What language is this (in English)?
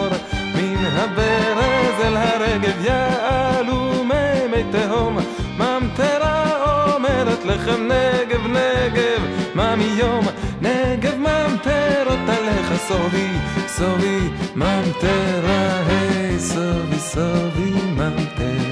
Hebrew